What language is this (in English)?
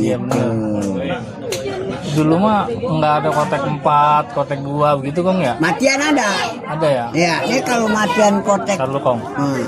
Betawi